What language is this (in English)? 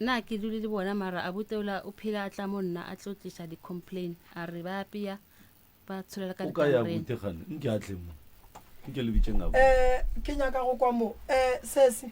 Northern Sotho